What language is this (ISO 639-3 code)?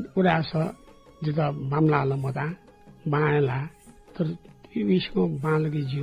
new